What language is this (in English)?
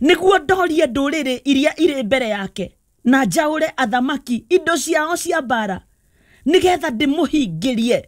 Kikuyu